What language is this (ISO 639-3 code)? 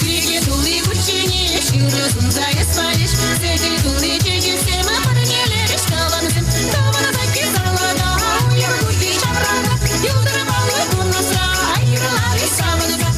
chv